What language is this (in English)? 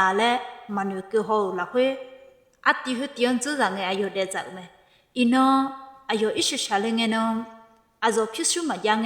Akha